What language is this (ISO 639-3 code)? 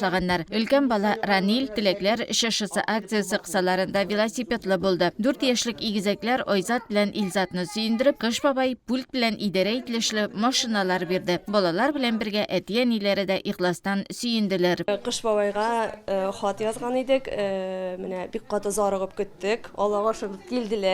tat